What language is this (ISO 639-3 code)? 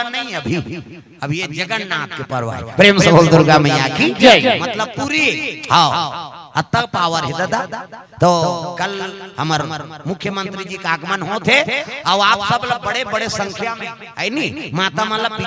hne